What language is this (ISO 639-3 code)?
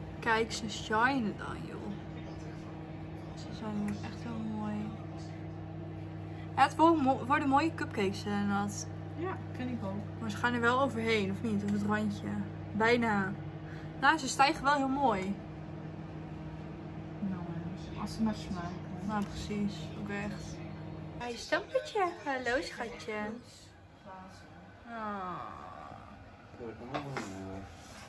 nld